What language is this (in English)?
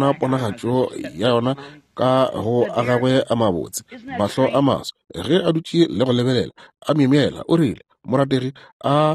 Northern Sotho